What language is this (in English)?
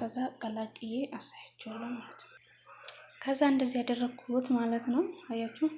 Amharic